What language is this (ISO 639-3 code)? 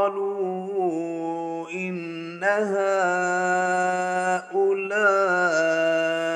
ara